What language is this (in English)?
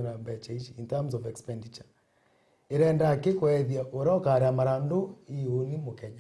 Meru